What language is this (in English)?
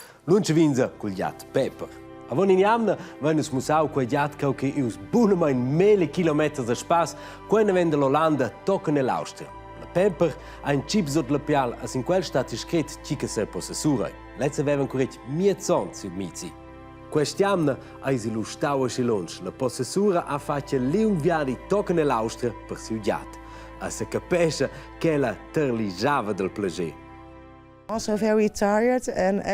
Romansh